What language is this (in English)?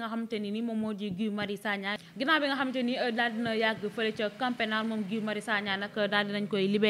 Wolof